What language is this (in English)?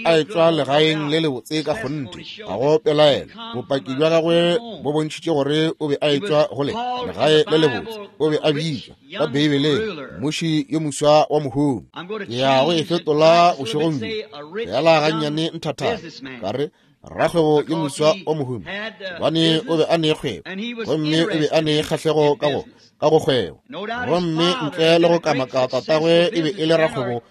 Northern Sotho